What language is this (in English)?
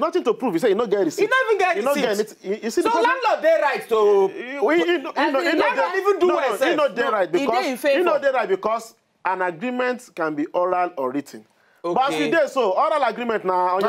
Nigerian Pidgin